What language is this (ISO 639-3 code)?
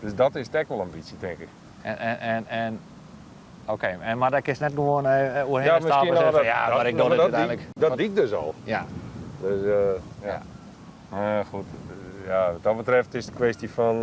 fry